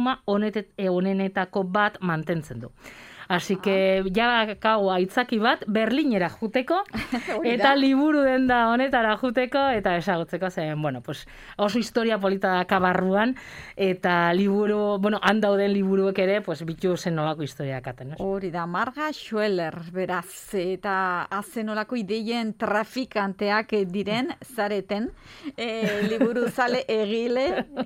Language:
Basque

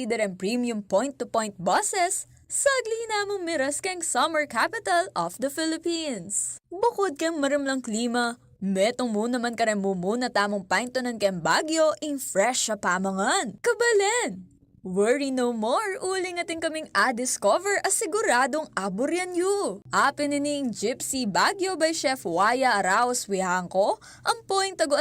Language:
Pampanga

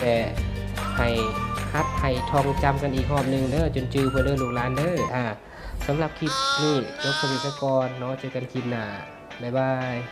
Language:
Lao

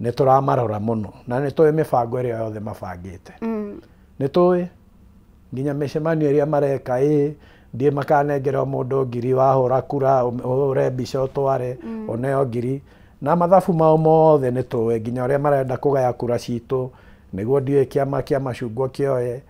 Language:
Kikuyu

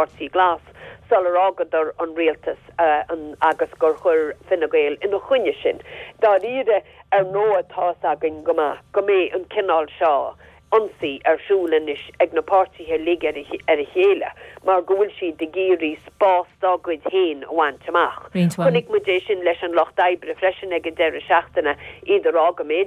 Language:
Irish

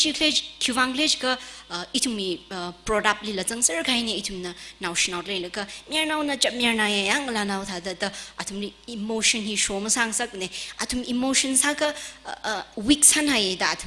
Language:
Tangkhul Naga (India)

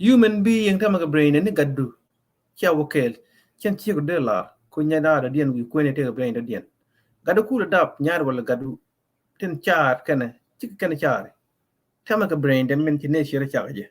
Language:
Nuer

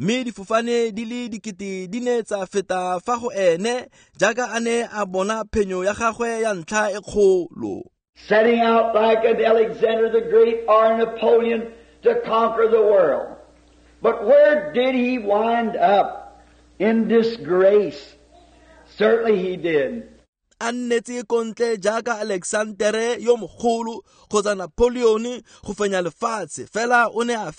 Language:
Tswana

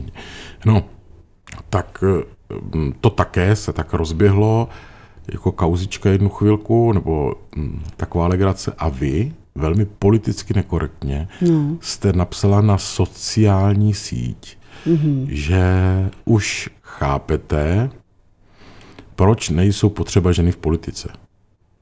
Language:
Czech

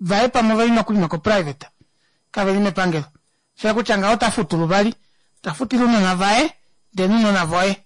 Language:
Kuanyama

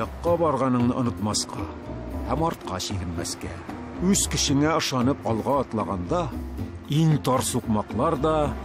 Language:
Tatar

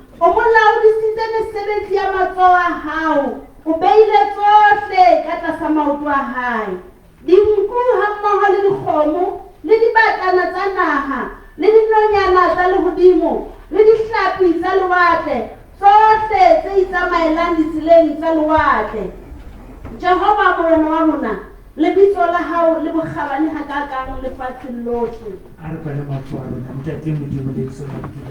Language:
Southern Sotho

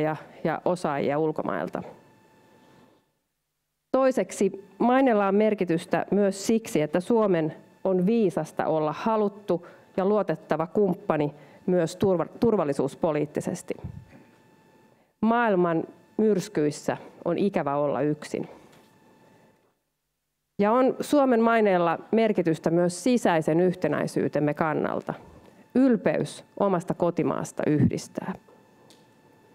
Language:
Finnish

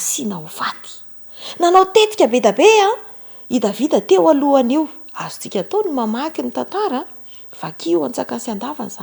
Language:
Malagasy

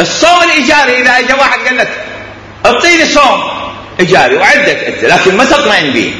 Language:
Mesopotamian Arabic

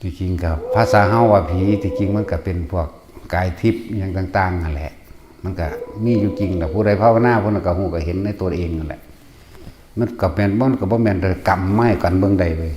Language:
Northeastern Thai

